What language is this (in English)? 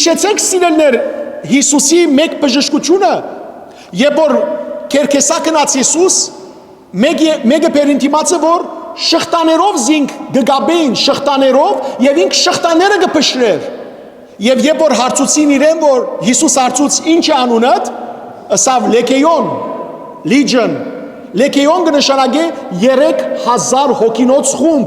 Western Armenian